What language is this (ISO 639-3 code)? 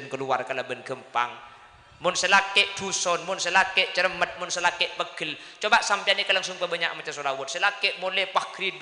mad